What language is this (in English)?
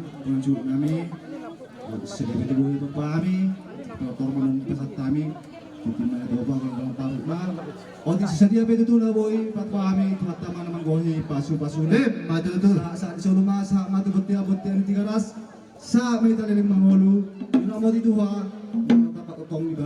Batak Toba